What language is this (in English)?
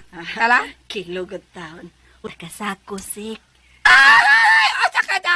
Cebuano